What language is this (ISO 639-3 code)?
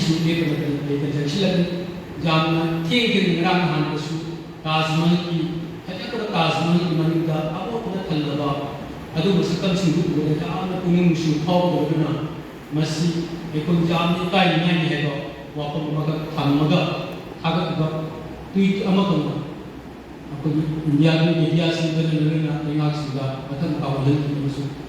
mni